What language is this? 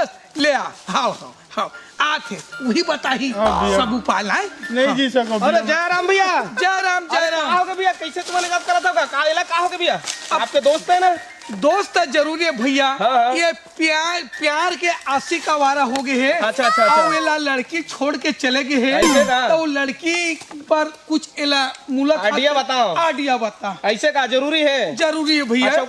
Chhattisgarhi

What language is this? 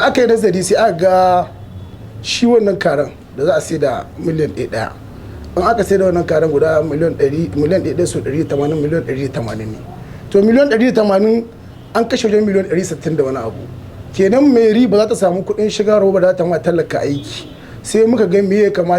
Hausa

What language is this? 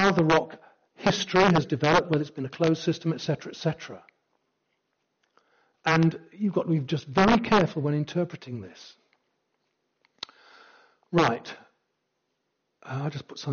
English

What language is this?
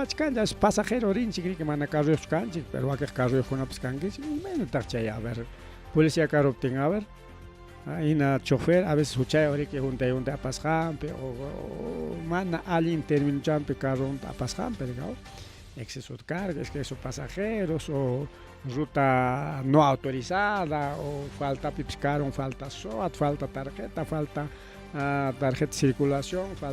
Ayacucho Quechua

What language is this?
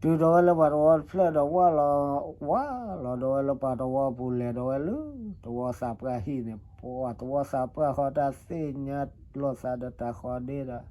S'gaw Karen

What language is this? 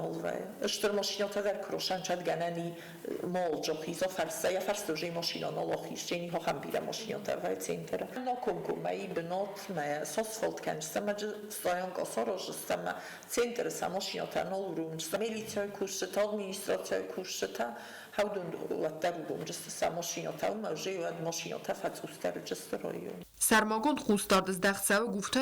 Ossetic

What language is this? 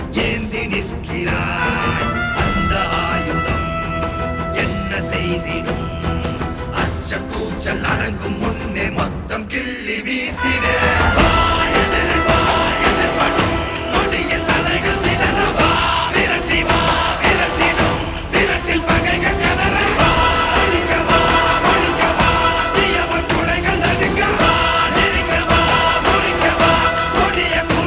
Tamil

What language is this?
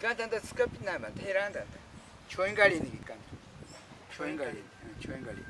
Ashéninka Perené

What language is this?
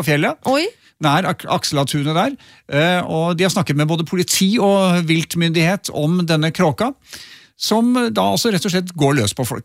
Norwegian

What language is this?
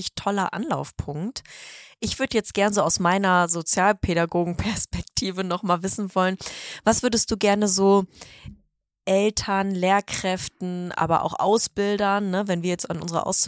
German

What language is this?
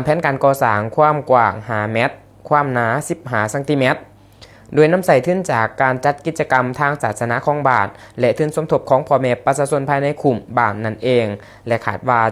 Lao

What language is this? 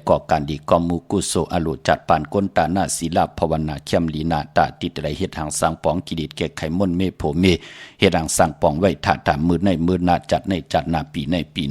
Shan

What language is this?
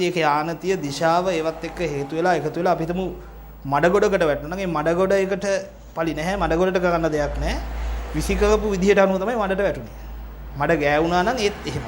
Sinhala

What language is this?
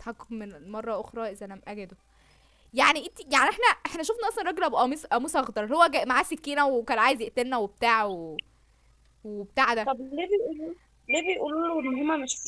Egyptian Arabic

